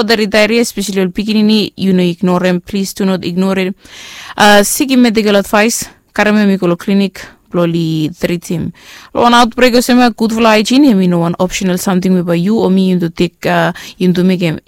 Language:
Bislama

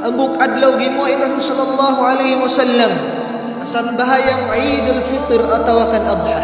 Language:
Tausug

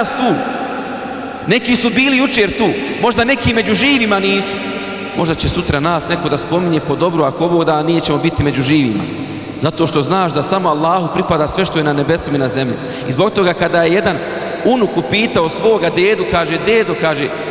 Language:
Bosnian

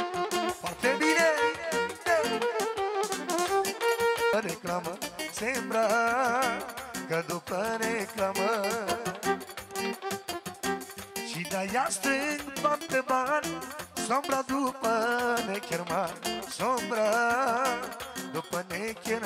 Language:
Romanian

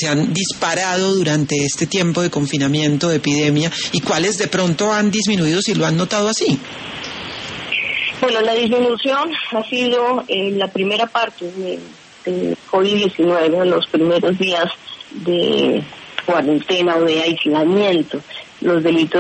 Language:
Spanish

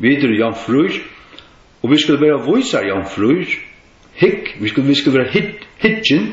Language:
Faroese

